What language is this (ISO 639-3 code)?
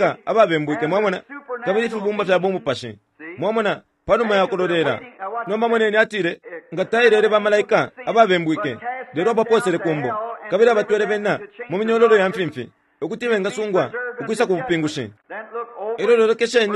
bem